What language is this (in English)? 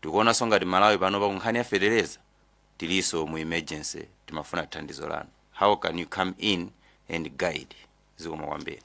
Nyanja